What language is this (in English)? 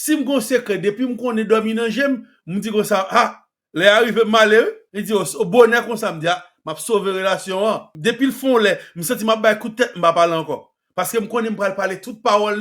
Haitian Creole